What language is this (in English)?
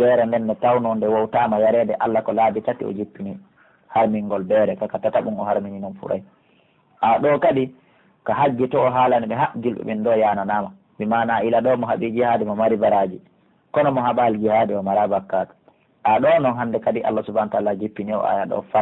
Pular